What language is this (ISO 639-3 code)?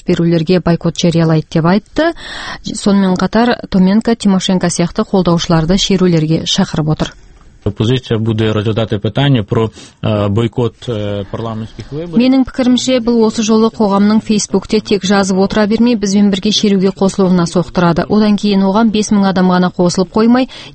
kaz